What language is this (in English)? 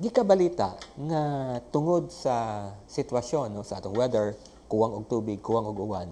Cebuano